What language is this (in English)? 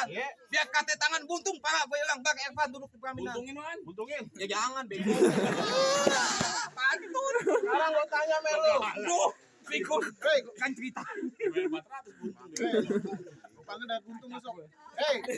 Betawi